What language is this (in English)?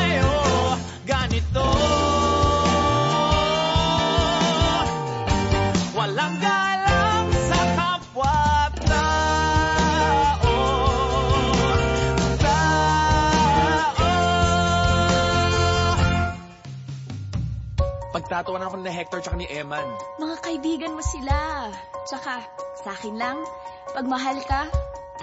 Filipino